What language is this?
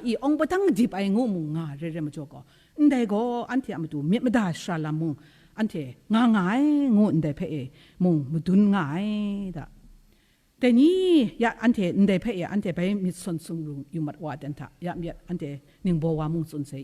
Kachin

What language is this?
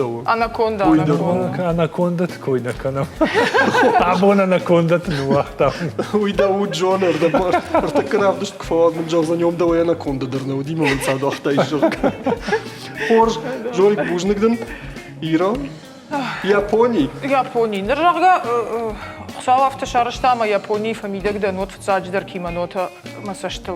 Ossetic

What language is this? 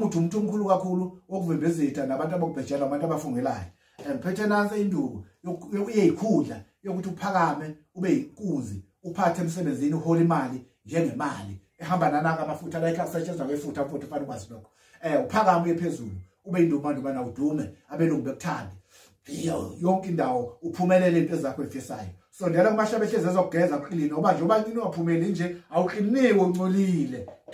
Zulu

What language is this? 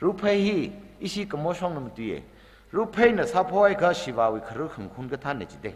Tangkhul Naga (India)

